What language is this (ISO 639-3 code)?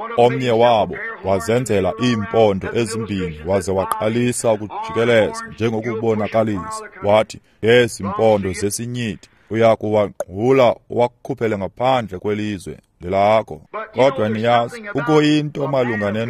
xho